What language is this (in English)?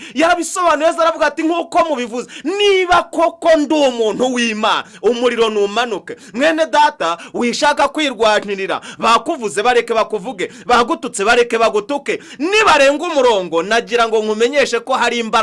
Kinyarwanda